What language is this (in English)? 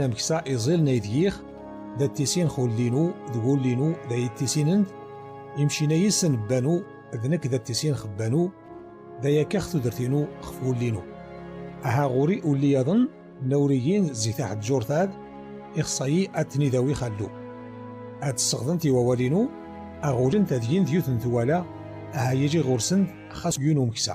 Kabyle